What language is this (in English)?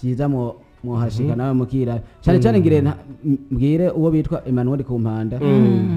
Rundi